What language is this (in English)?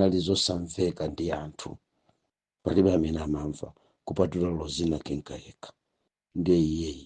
Nyanja